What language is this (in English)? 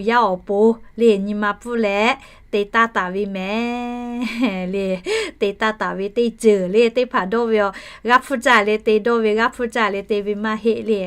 Lahu